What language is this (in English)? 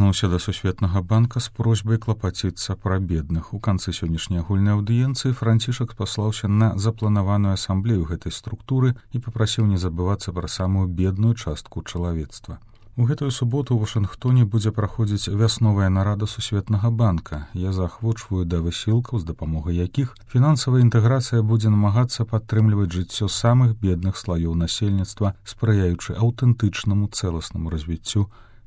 Belarusian